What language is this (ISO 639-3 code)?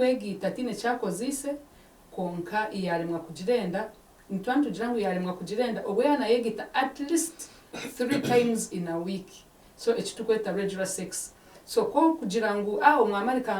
nyn